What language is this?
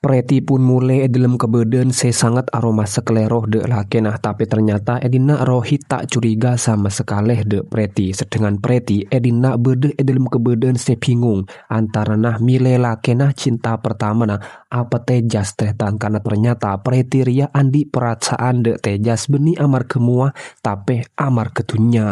Madurese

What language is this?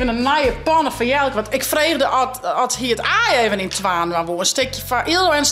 Western Frisian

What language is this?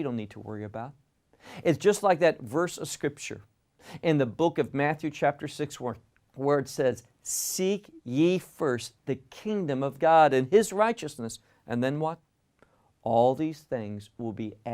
English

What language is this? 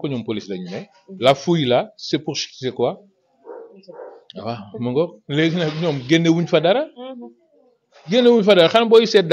Wolof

